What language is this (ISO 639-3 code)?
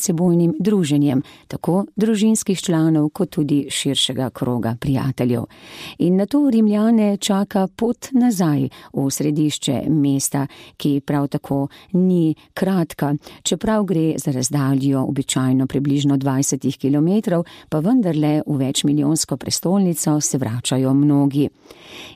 slv